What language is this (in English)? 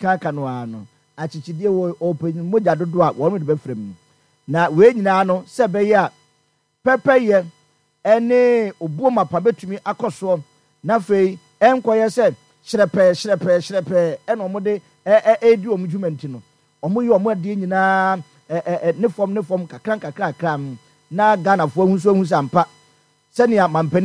Akan